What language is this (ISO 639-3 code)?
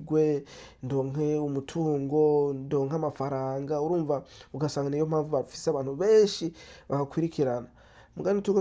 run